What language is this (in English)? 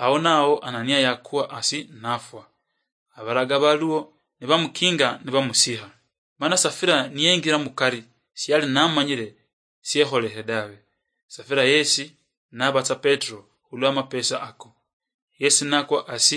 Luyia